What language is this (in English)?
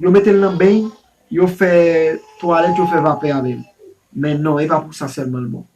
Haitian Creole